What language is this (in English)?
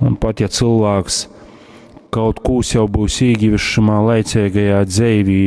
Latgalian